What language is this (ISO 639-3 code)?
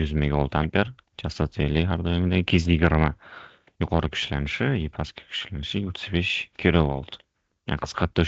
uzb